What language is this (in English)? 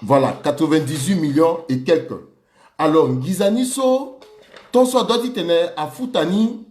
Sango